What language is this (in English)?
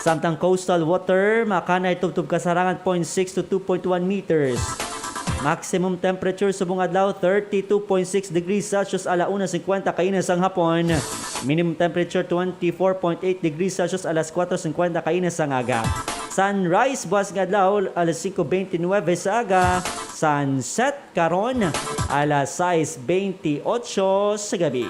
Hiligaynon